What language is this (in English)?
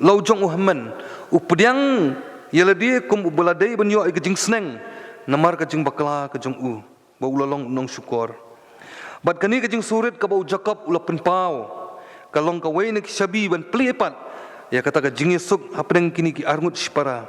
Khasi